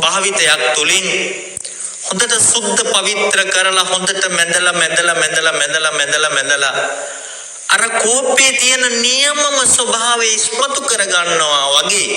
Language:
Sinhala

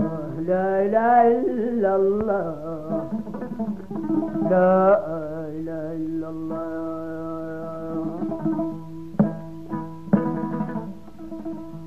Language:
Arabic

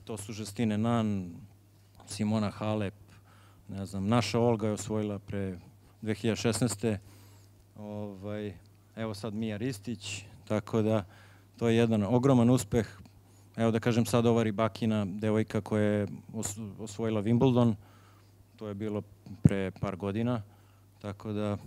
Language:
Serbian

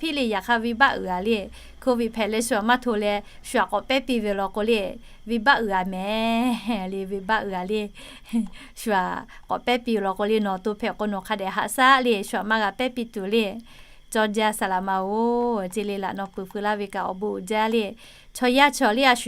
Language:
Lahu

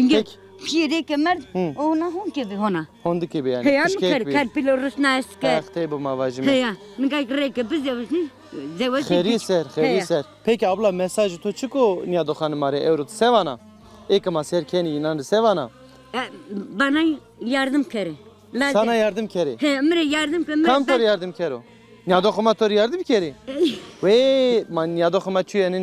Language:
Zaza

